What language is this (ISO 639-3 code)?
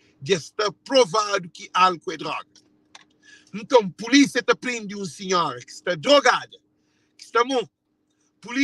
kea